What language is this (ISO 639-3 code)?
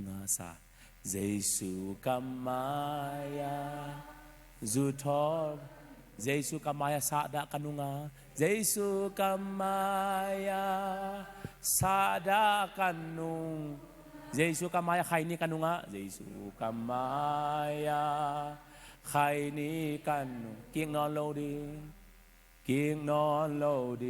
ctd